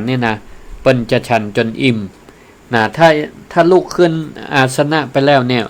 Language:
Northern Thai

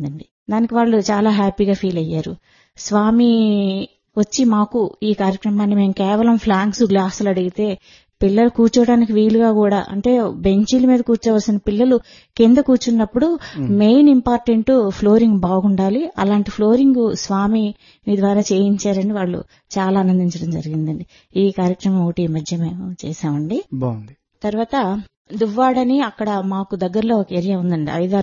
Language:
Telugu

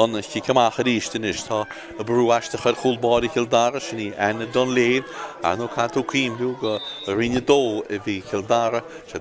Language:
Irish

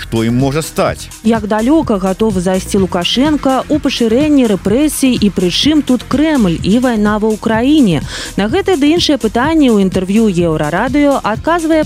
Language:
Belarusian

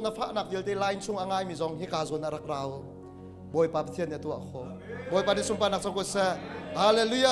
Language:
Hakha Chin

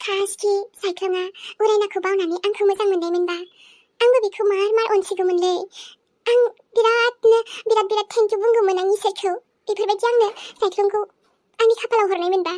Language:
Bodo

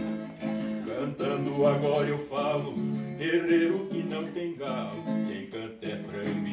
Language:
Portuguese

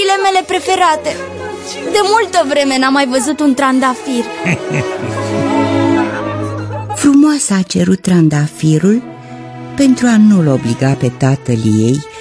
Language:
Romanian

